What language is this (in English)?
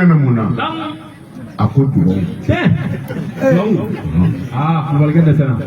Bambara